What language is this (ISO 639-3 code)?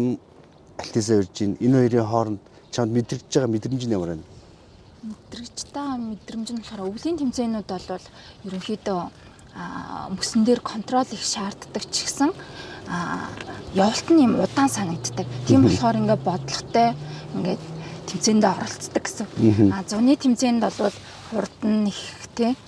mon